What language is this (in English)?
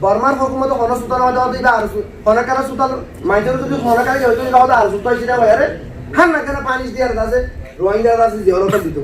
Rohingya